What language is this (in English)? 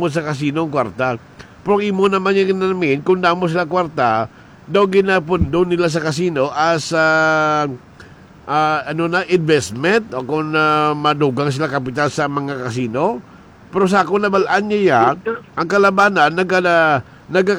Hiligaynon